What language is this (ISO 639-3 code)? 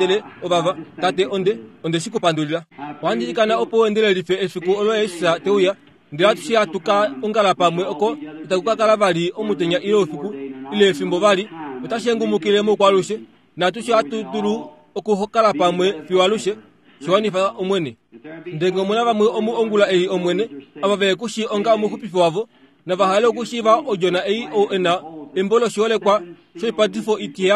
kua